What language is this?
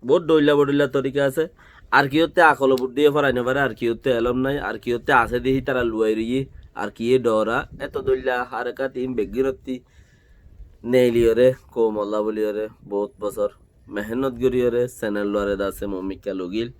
Rohingya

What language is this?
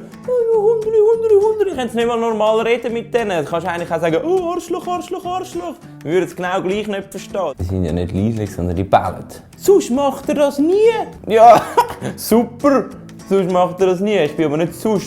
Swiss German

